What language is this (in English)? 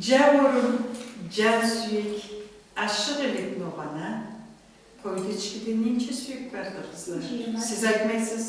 Karachay-Balkar